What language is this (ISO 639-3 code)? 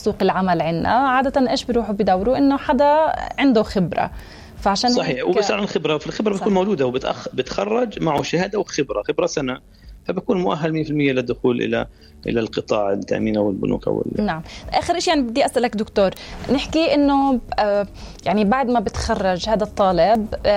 apc